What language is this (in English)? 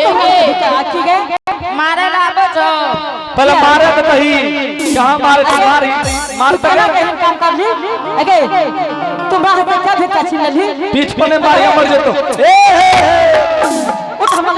Angika